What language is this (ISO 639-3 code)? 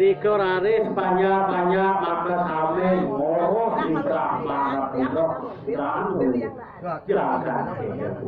ban